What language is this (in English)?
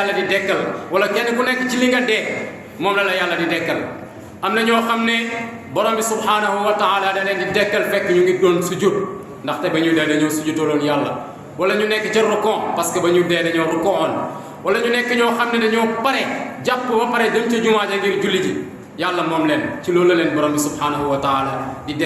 Wolof